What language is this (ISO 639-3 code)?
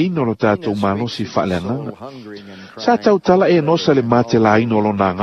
smo